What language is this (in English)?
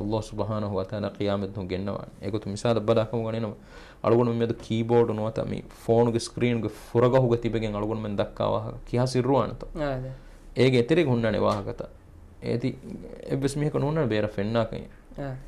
Divehi